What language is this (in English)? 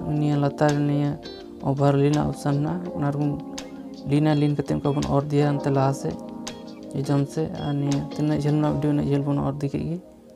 Santali